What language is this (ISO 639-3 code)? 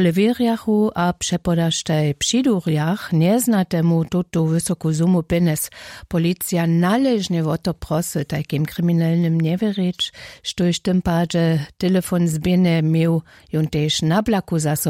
hsb